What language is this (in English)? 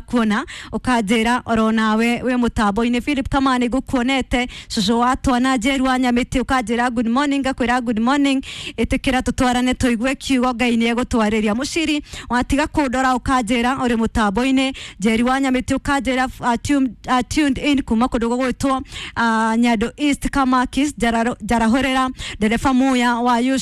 Kikuyu